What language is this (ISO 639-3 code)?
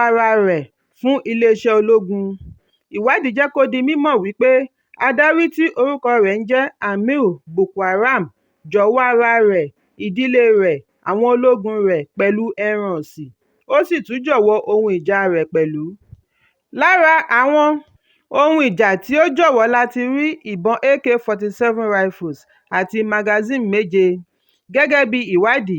yor